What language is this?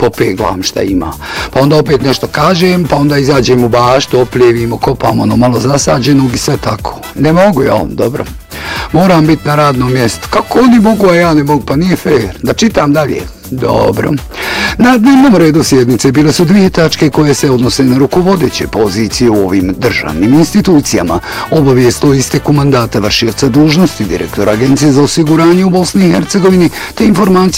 Bosnian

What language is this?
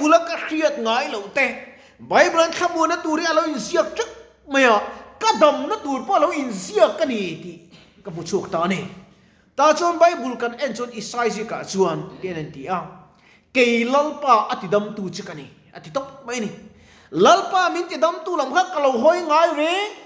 Mizo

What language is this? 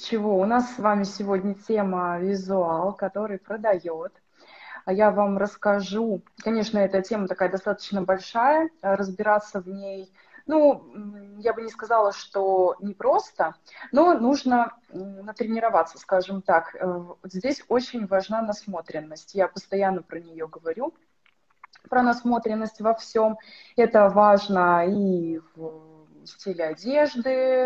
Russian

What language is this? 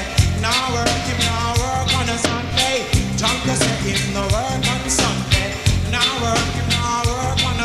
Jamaican Creole English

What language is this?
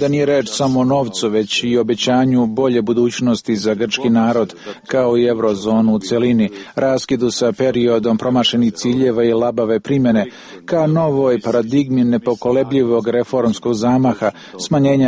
Serbian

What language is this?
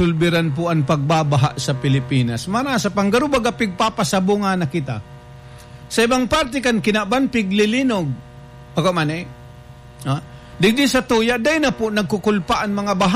Bikol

